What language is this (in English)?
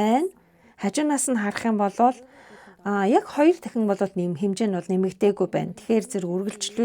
Mongolian